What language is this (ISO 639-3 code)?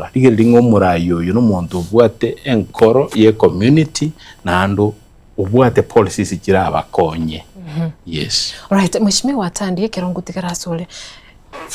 guz